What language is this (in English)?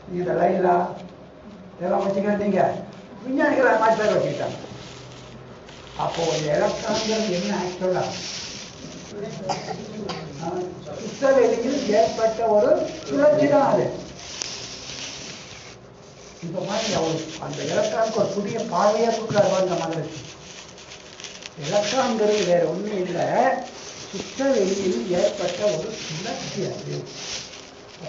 Tamil